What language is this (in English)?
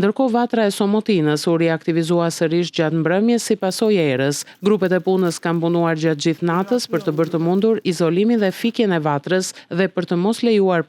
Albanian